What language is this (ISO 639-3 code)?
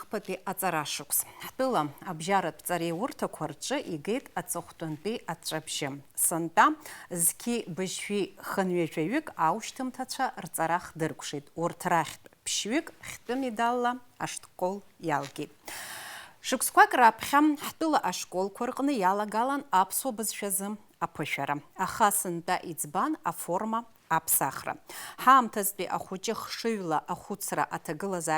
abk